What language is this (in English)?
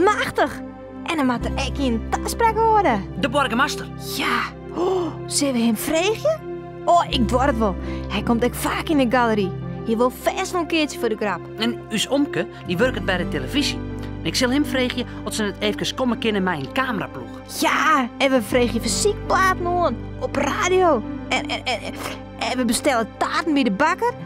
Western Frisian